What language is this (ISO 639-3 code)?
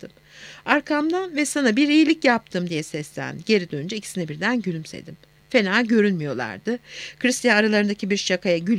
tur